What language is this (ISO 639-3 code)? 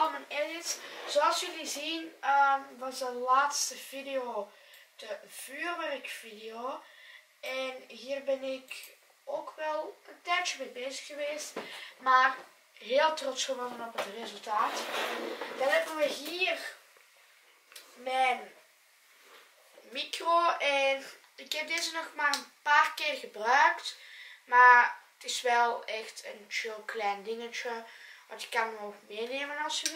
nld